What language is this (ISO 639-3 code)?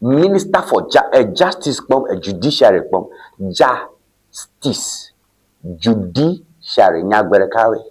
ewe